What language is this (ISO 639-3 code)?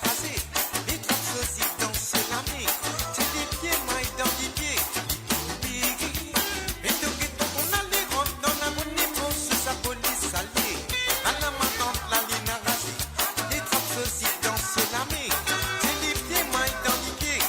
mfe